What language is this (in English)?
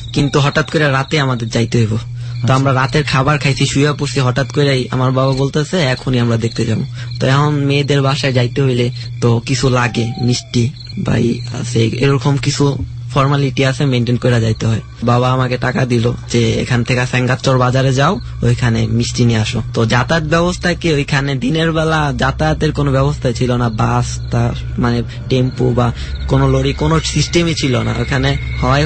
Bangla